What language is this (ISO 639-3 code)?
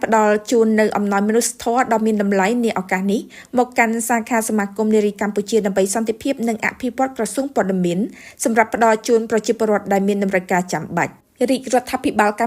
khm